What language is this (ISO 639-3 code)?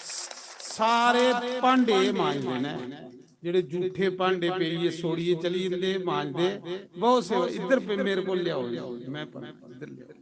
doi